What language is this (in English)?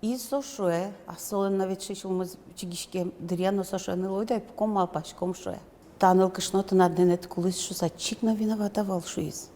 Udmurt